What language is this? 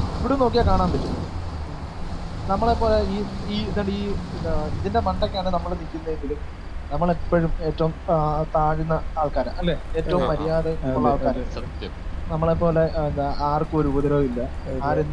Malayalam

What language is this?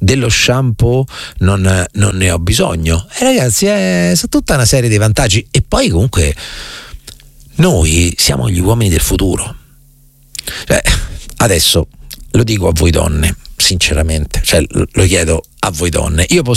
Italian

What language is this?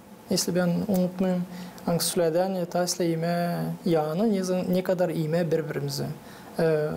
Gagauz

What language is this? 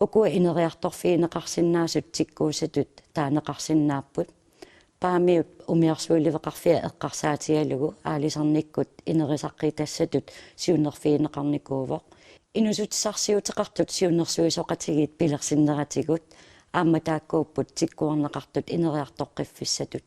Kalaallisut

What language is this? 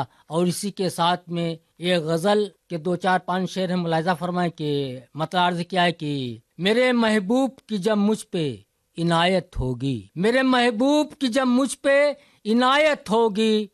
Urdu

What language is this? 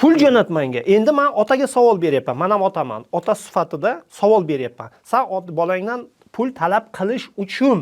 Uzbek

